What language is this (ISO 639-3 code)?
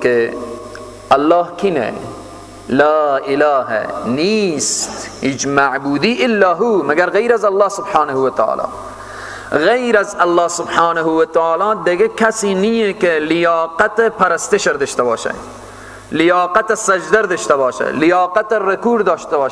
fas